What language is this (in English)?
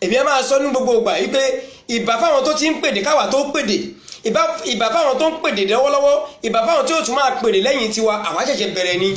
Yoruba